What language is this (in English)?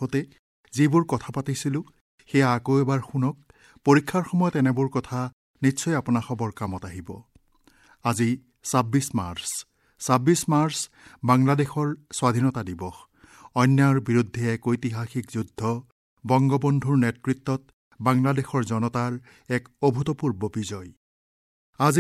Assamese